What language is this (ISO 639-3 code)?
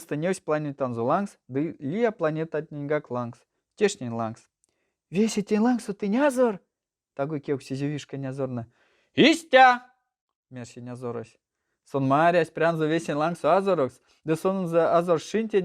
myv